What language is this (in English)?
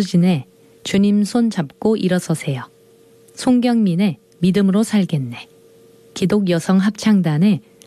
Korean